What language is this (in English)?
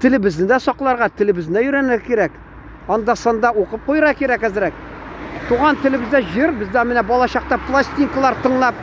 Tatar